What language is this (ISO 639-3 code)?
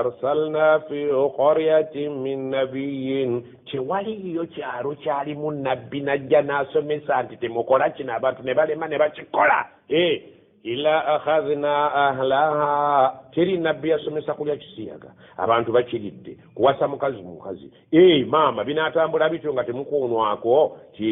lug